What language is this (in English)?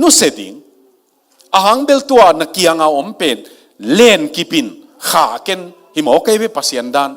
Tedim Chin